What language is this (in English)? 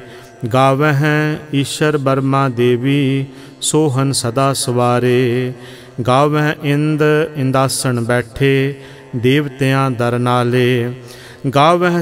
Punjabi